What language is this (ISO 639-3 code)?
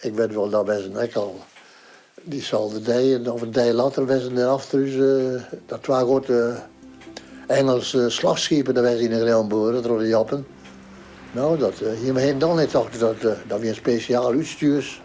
fry